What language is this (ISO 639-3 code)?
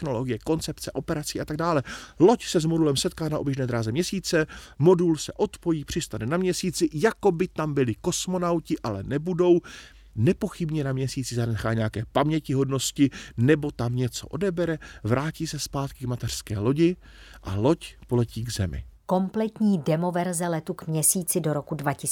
ces